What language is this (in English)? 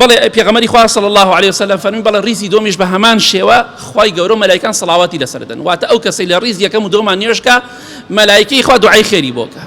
Central Kurdish